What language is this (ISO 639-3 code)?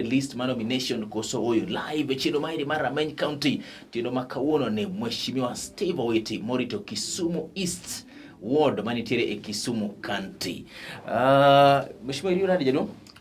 luo